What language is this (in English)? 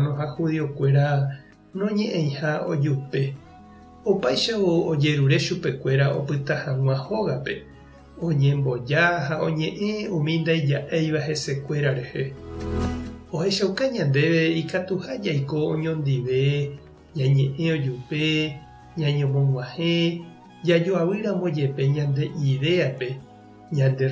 Guarani